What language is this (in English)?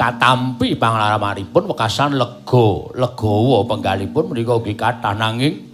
Javanese